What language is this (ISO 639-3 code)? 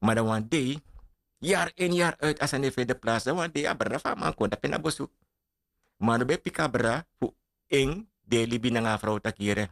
srn